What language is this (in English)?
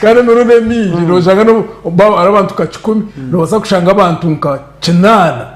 Nyankole